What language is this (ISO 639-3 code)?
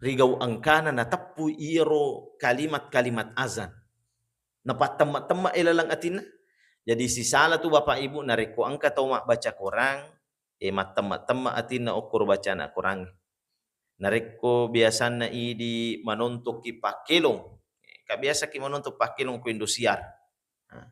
bug